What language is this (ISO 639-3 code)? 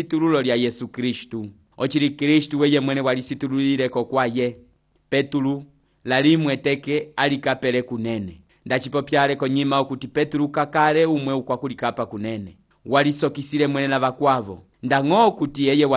umb